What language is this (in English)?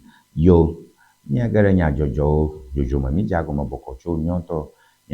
Ewe